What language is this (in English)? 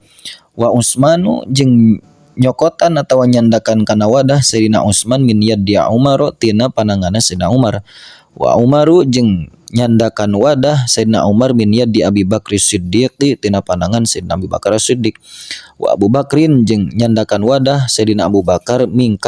Sundanese